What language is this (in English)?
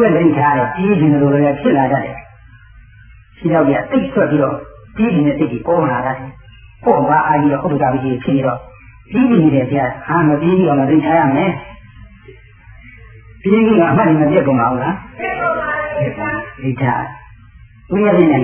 Burmese